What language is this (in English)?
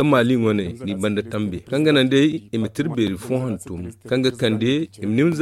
Zarma